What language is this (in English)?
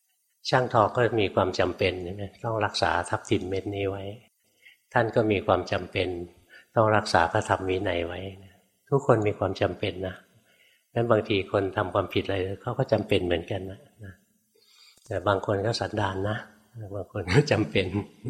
Thai